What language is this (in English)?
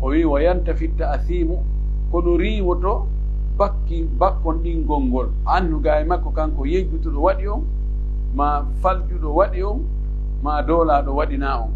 Pular